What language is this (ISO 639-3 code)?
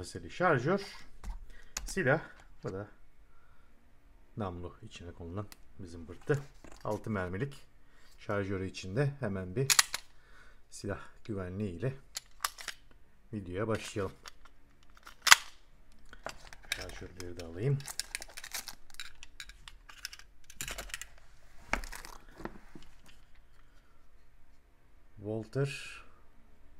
tur